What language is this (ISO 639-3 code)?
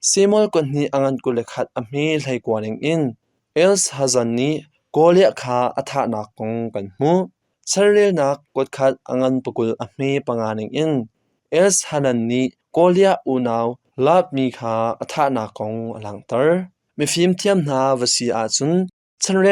cnh